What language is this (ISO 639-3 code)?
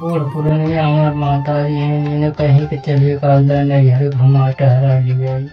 awa